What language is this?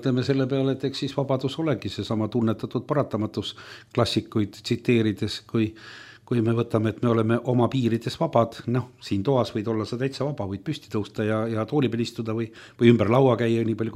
Estonian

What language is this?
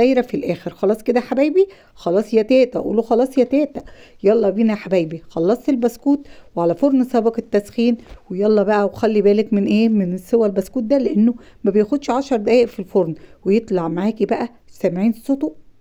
Egyptian Arabic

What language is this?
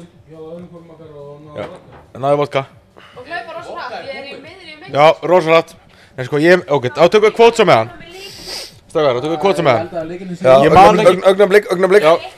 Icelandic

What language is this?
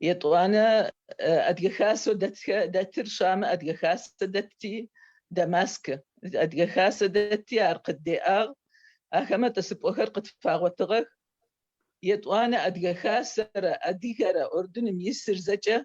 Adyghe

